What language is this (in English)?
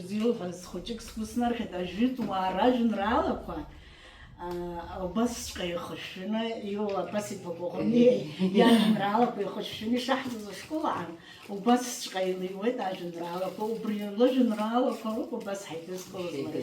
Abkhazian